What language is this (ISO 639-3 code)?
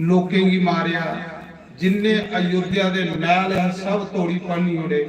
doi